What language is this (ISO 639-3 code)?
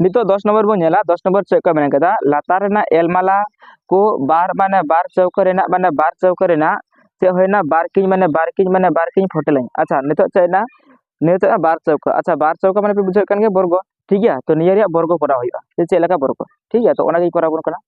sat